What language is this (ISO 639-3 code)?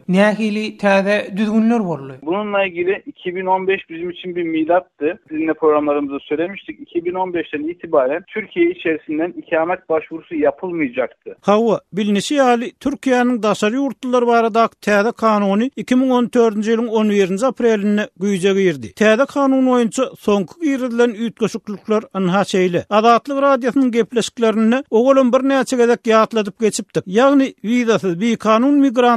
tuk